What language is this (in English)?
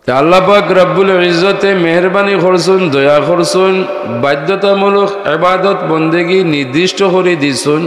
Sylheti